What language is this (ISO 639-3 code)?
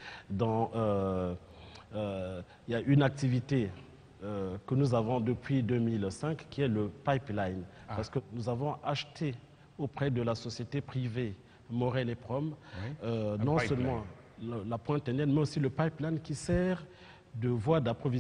fra